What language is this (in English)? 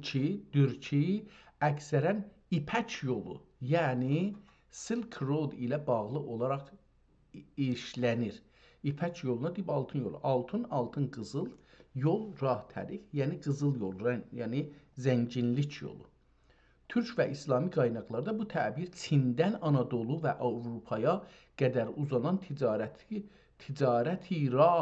South Azerbaijani